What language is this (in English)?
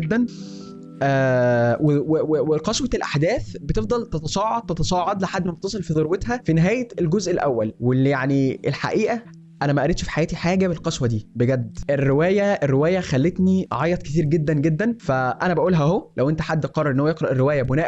Egyptian Arabic